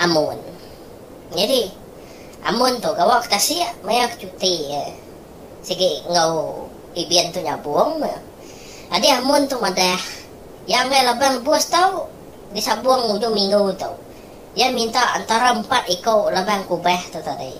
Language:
Iban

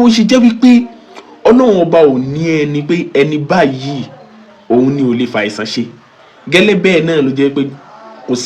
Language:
Yoruba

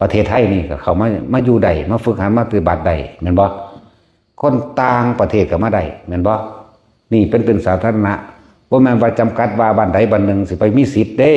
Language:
Northeastern Thai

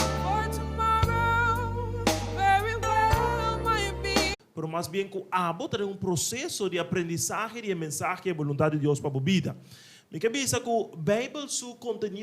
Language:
Papiamento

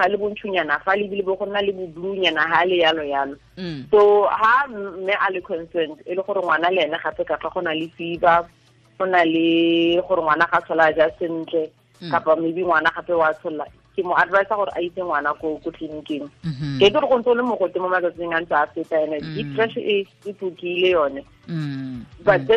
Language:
Tswana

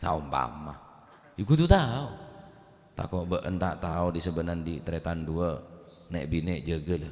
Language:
Madurese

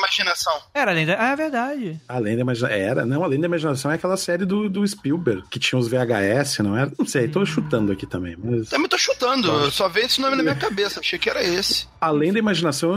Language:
Portuguese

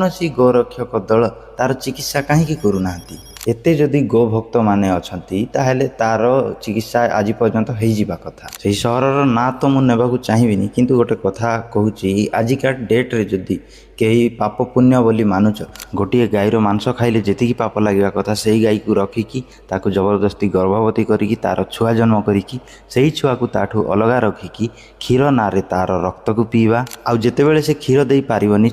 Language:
Odia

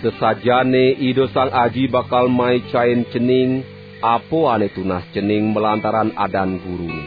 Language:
Balinese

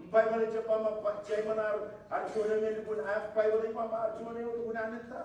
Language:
Marshallese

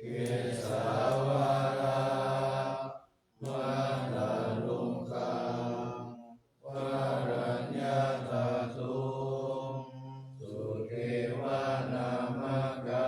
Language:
Pali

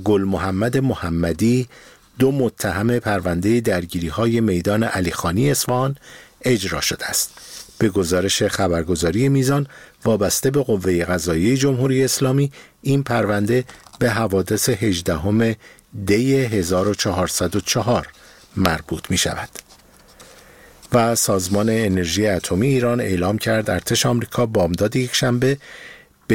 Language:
Persian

